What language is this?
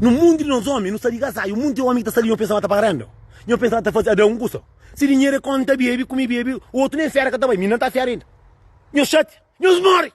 Kabuverdianu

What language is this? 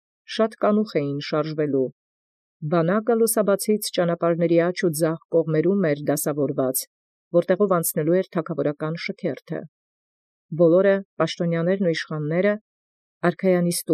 Armenian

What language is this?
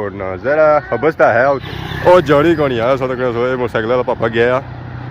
Pahari-Potwari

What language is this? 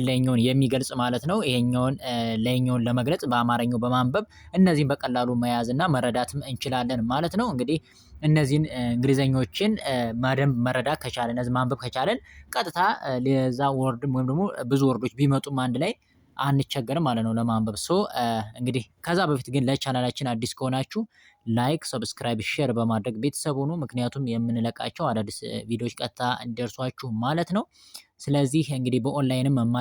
Amharic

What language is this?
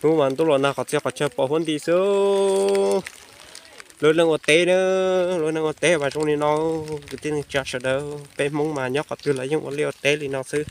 Hmong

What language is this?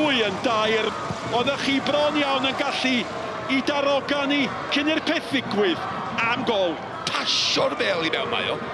Welsh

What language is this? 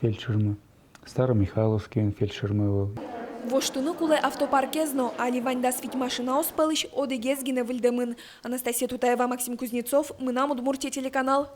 Udmurt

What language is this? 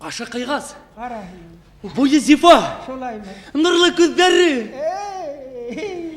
Bashkir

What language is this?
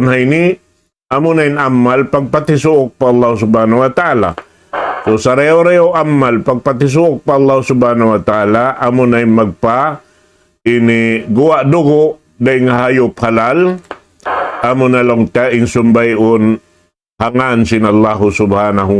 Tausug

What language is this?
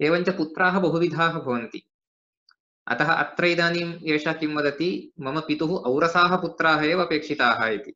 Sanskrit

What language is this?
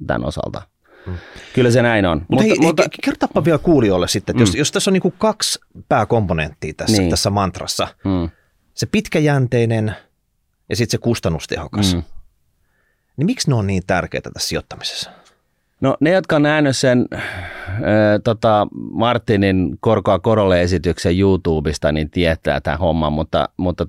Finnish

